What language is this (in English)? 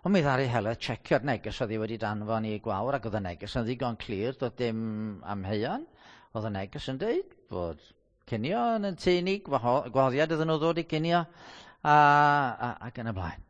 Welsh